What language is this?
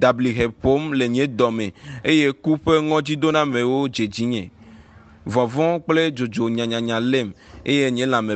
Ewe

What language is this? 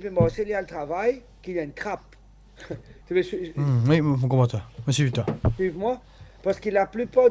Morisyen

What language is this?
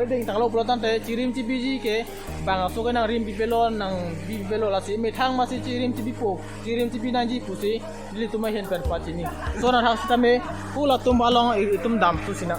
Karbi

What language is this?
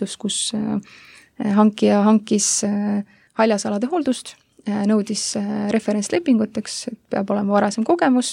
Estonian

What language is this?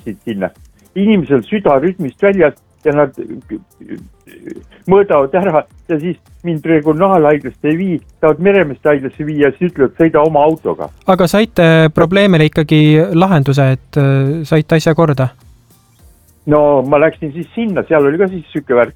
Estonian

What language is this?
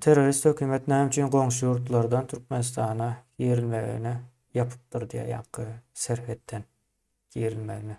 Turkmen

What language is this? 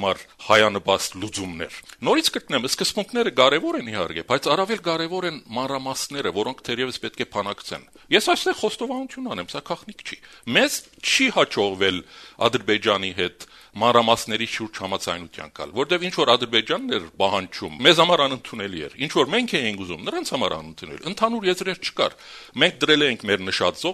Armenian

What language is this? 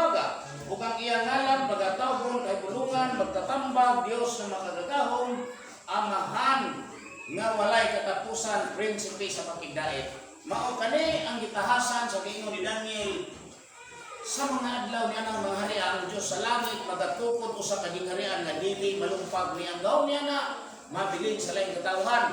Cebuano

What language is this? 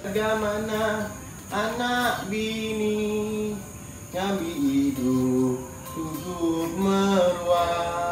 Iban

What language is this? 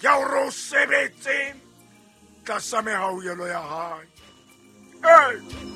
Southern Sotho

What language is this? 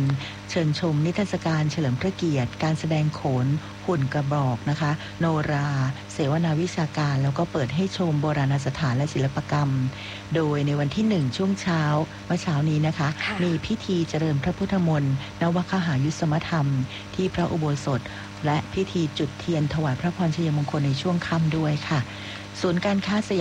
Thai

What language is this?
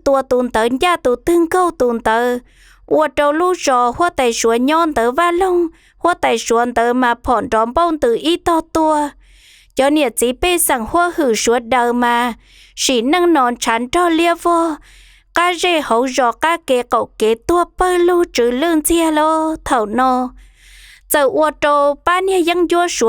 Hmong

